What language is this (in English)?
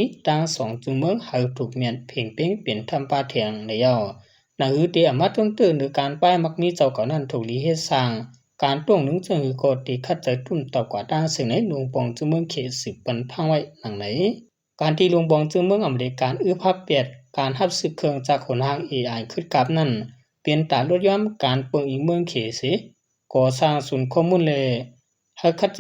Shan